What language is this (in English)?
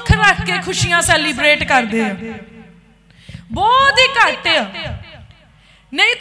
Punjabi